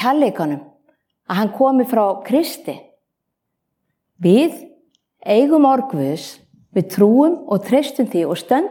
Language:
Icelandic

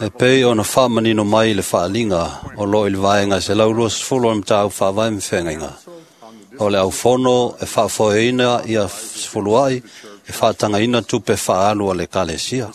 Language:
Samoan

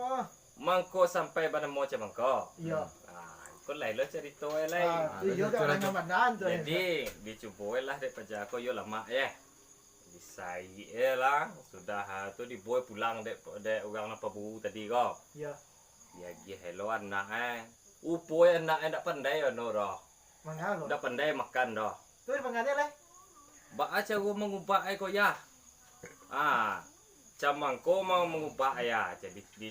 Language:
Minangkabau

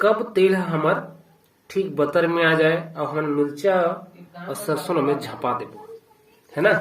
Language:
Chhattisgarhi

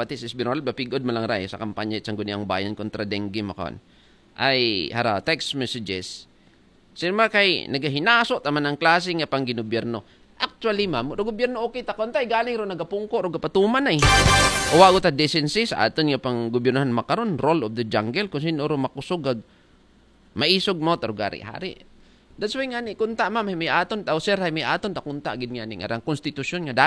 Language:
Aklanon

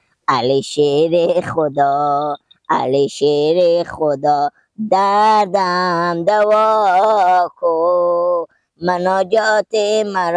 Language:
Persian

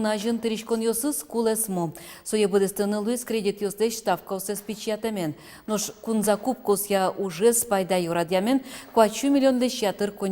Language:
Udmurt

